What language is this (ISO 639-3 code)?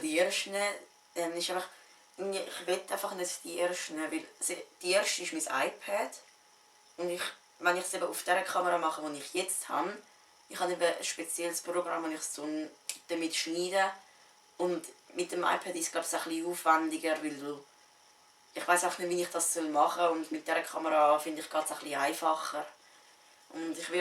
gsw